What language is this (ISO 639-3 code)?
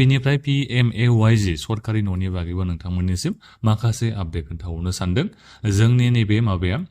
brx